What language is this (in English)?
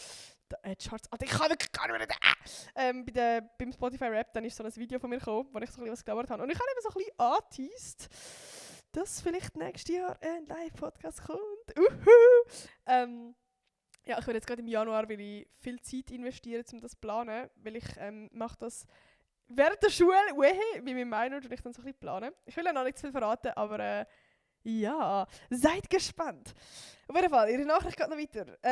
Swiss German